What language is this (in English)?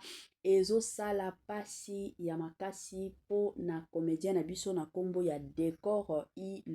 Lingala